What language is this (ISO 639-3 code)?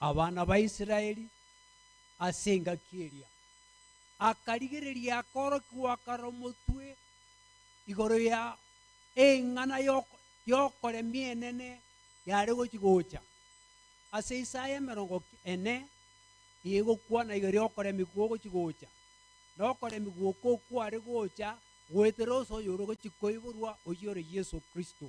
guz